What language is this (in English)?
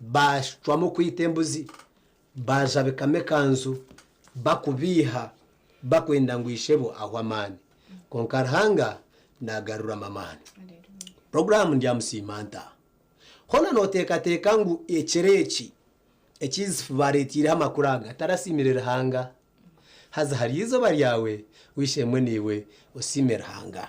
Nyankole